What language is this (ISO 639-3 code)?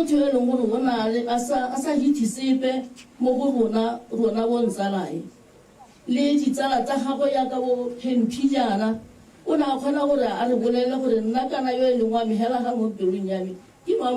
tsn